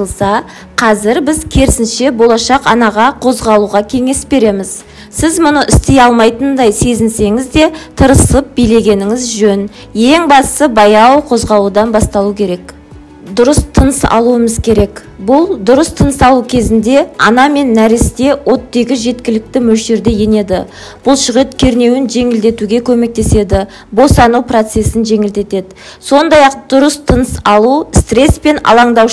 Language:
Kazakh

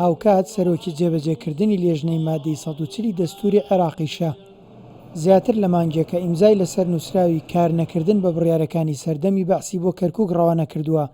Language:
Central Kurdish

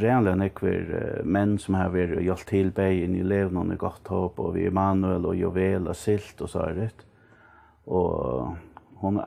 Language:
Faroese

